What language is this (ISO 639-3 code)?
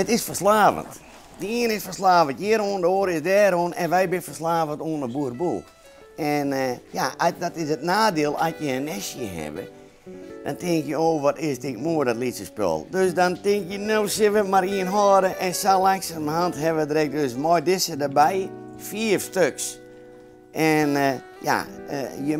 fry